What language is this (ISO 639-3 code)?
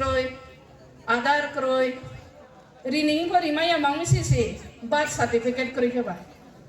ria